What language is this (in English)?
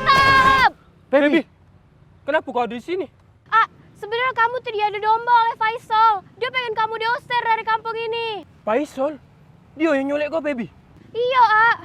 Musi